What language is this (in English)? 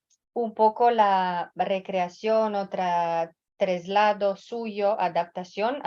Ladino